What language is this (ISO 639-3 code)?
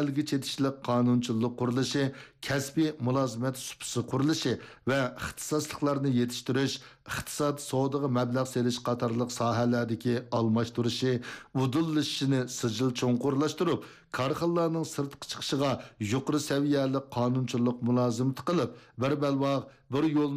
uig